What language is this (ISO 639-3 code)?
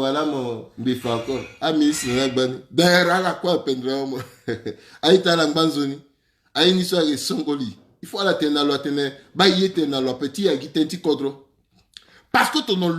sag